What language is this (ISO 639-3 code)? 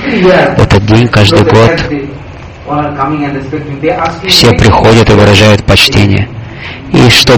rus